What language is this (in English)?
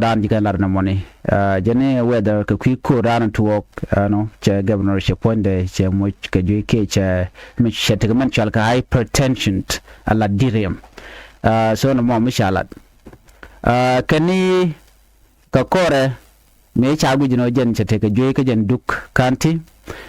Nuer